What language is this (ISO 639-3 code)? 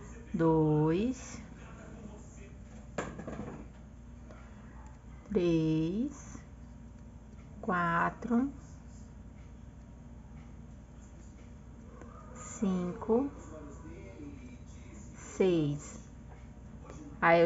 por